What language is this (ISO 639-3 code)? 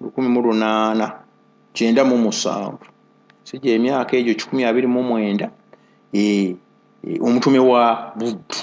lug